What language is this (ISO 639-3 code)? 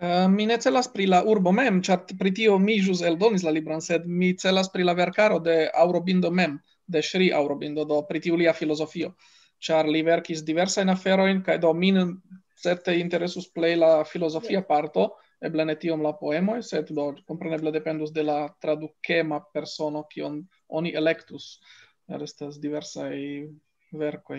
epo